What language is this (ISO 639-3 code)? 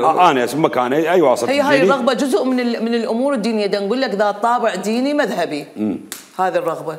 acm